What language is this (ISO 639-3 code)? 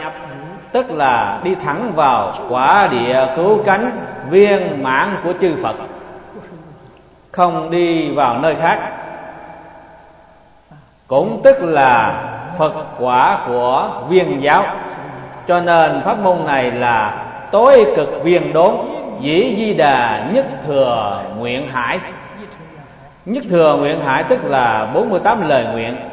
vie